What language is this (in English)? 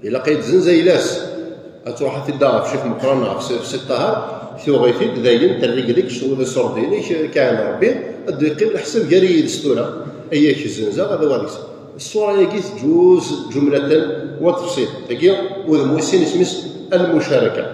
Kabyle